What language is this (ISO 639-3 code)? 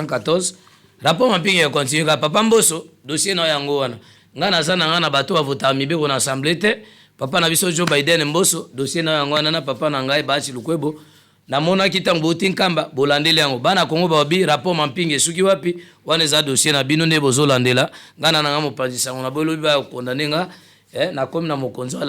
lin